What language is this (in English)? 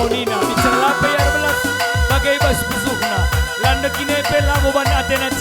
Batak Karo